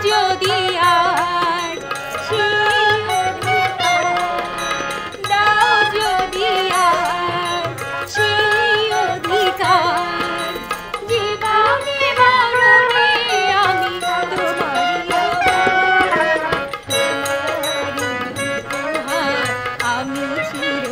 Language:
Bangla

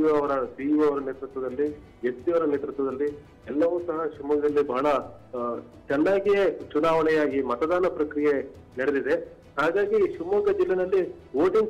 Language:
Kannada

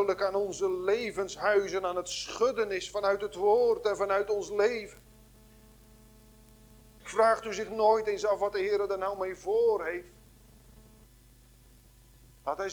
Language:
Dutch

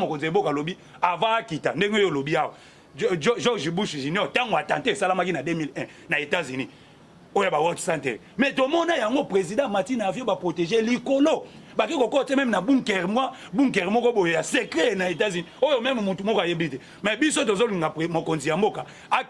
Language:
Lingala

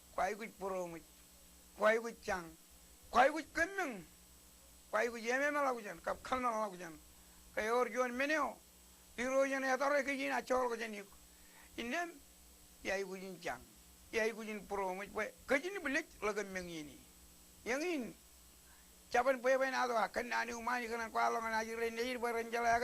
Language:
Marshallese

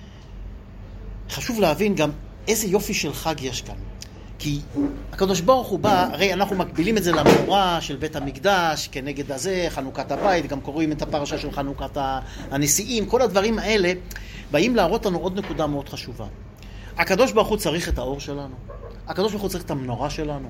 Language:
Hebrew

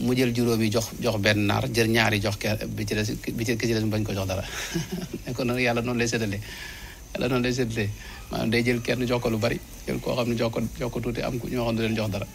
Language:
Wolof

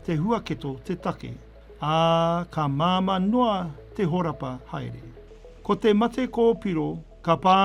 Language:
Māori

